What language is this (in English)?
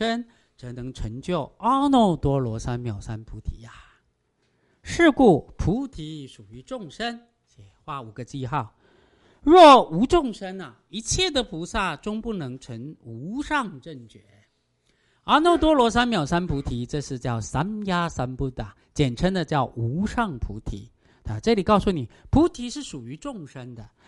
Chinese